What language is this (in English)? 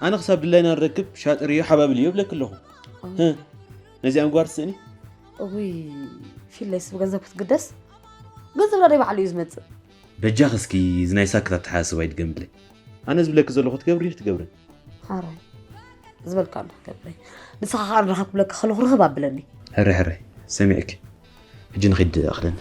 Tigrinya